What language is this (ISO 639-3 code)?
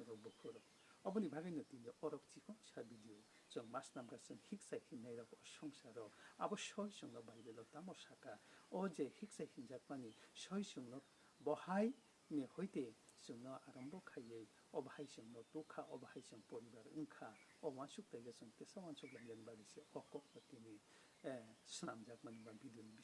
trp